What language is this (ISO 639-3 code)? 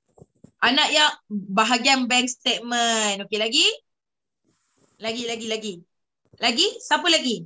msa